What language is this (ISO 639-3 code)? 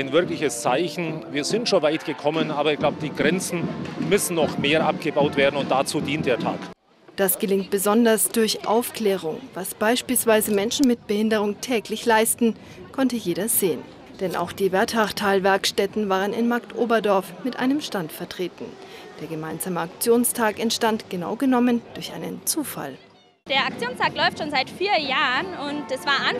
deu